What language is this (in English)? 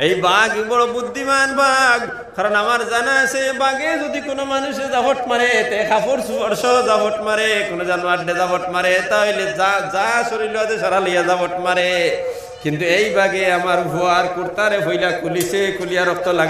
Sylheti